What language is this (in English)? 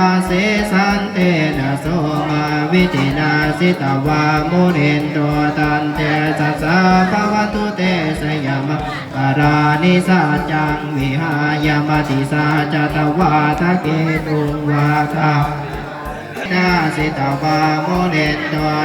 Pali